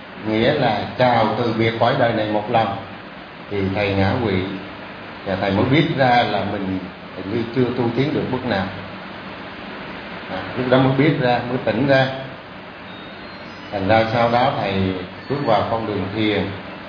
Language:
Vietnamese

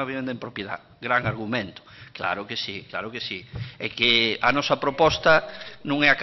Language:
Galician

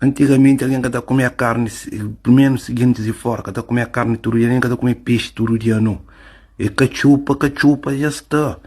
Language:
Kabuverdianu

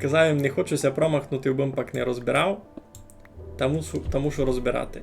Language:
Rusyn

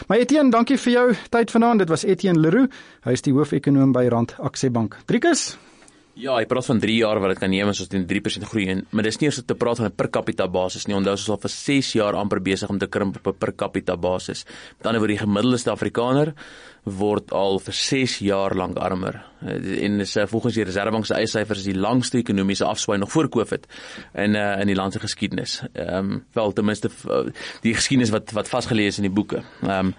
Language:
Afrikaans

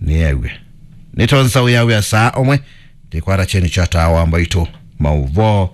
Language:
Kamba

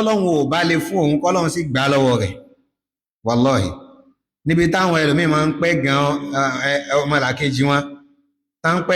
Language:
Yoruba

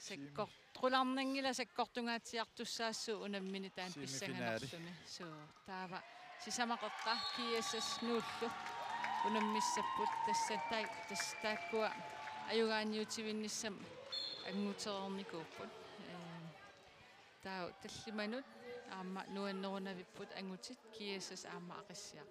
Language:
Kalaallisut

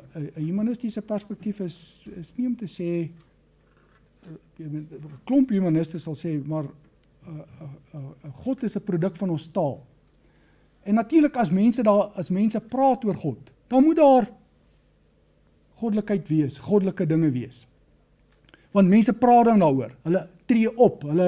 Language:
Afrikaans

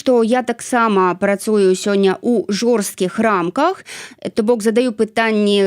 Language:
Belarusian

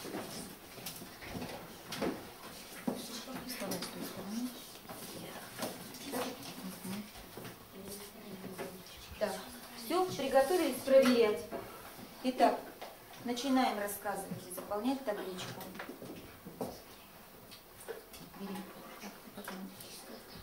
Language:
Russian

